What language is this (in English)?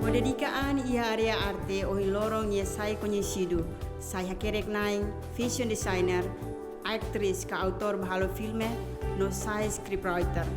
Tetum